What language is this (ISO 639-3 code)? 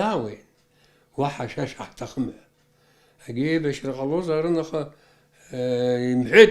abk